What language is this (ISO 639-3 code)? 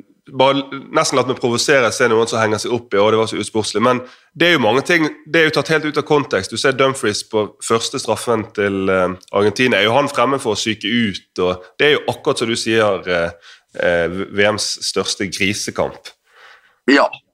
nor